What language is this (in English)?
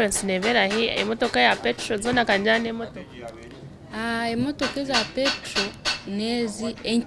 Nyankole